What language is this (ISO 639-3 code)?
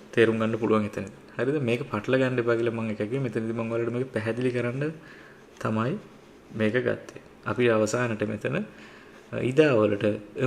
sin